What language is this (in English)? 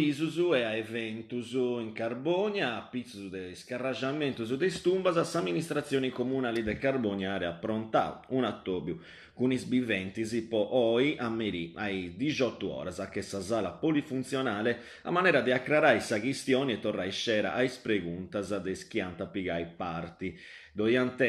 Sardinian